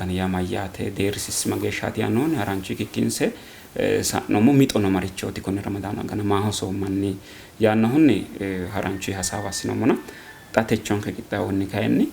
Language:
Sidamo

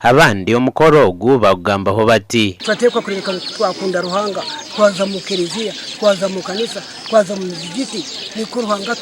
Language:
Nyankole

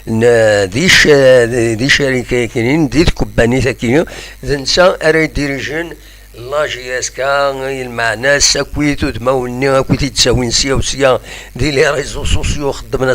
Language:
Kabyle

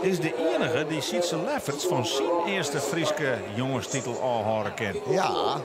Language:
Western Frisian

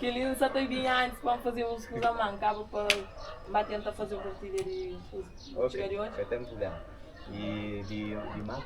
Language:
Kabuverdianu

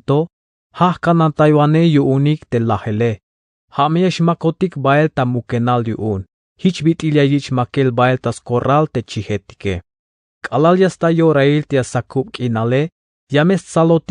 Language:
Tzeltal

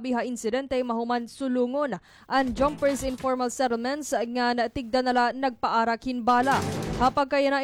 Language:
Waray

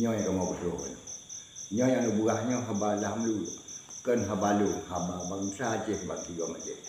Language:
Achinese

